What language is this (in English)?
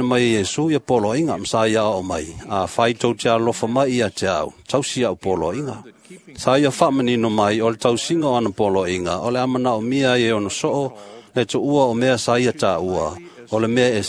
Samoan